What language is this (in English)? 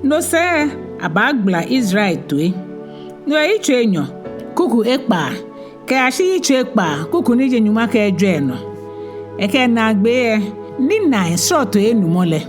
Ga